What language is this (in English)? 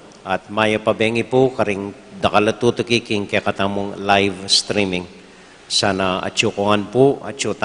Pampanga